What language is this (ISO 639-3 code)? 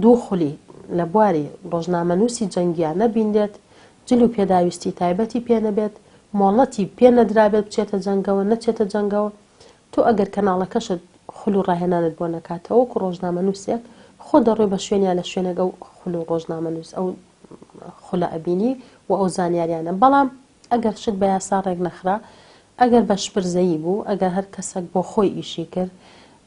ckb